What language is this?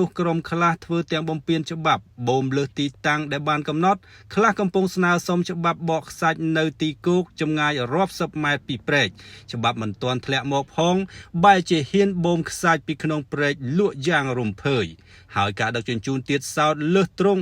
Khmer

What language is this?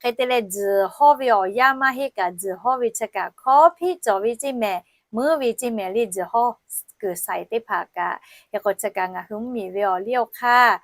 Lahu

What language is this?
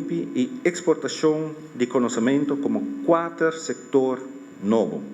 Papiamento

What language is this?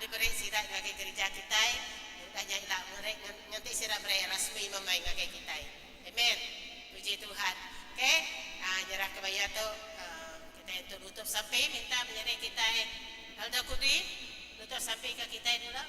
Iban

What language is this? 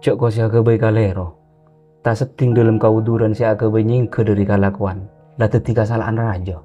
Madurese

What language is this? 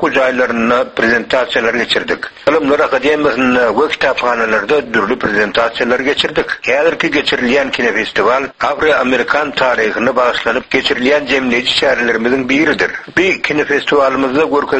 Turkmen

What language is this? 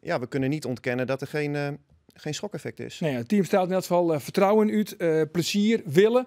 Western Frisian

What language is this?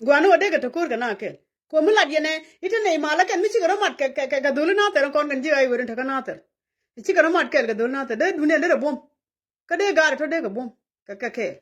Nuer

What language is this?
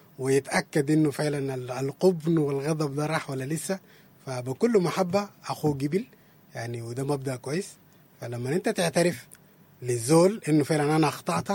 Sudanese Arabic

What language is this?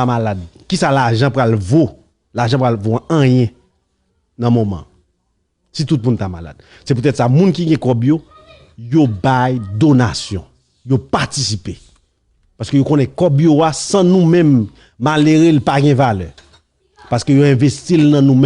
Haitian Creole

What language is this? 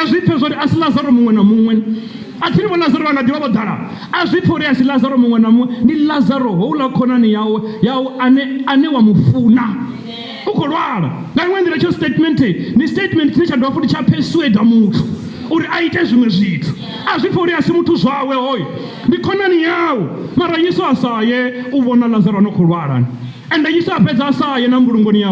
Venda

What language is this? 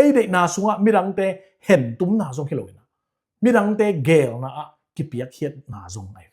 Tedim Chin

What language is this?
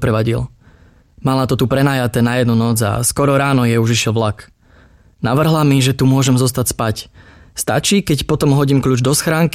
Slovak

